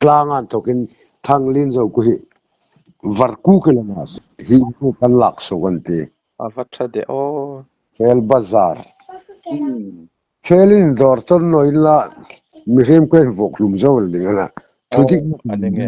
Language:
Hmar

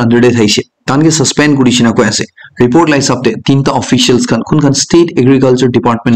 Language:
Naga Pidgin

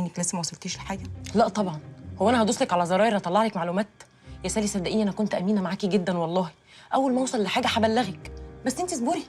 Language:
Egyptian Arabic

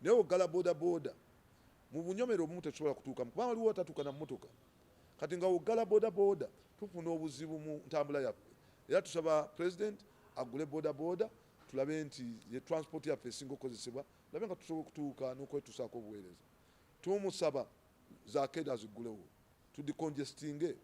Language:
Ganda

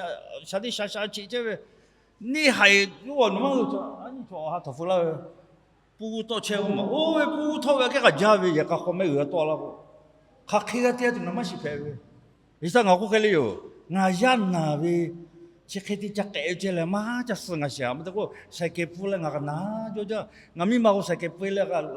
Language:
Lahu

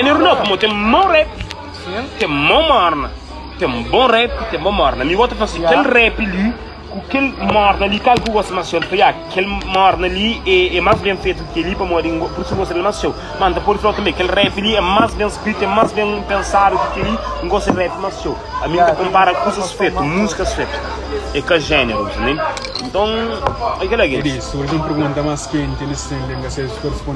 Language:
Kabuverdianu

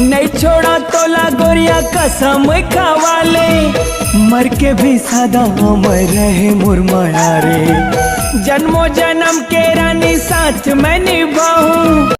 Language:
Chhattisgarhi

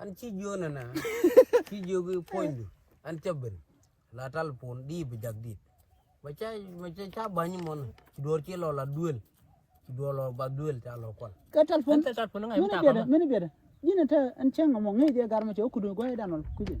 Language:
Nuer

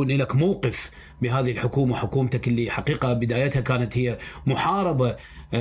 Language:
Mesopotamian Arabic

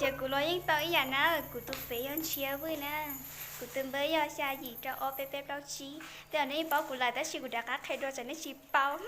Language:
Hmong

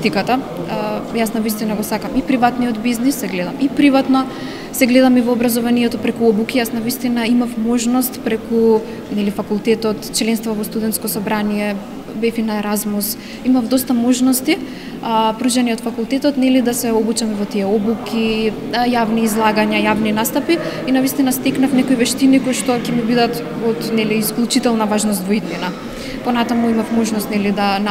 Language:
Macedonian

